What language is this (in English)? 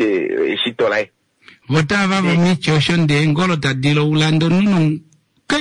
Kuanyama